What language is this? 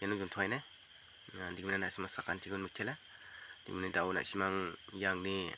Garo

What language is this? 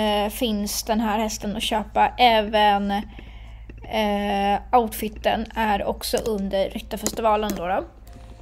Swedish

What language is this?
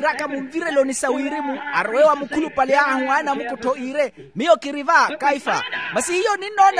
Makhuwa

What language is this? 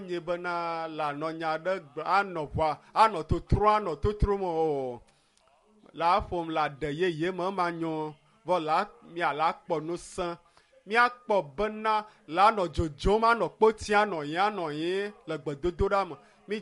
Ewe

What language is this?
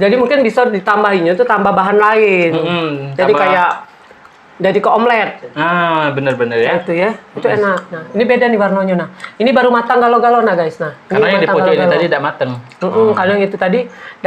Musi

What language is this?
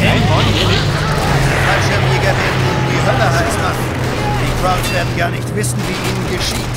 Bavarian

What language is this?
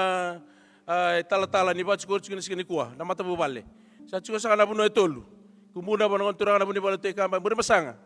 Fijian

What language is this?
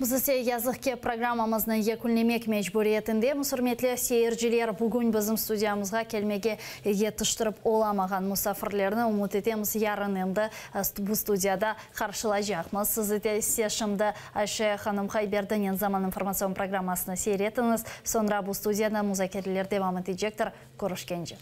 Crimean Tatar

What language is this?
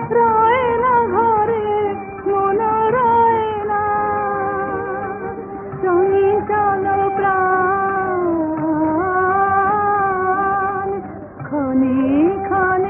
Bangla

